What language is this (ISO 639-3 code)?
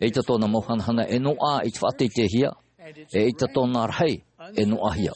tah